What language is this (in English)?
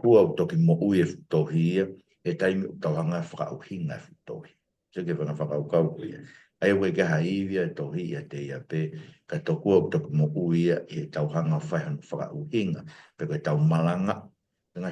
Tongan